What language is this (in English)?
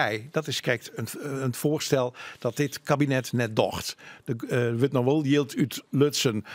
Western Frisian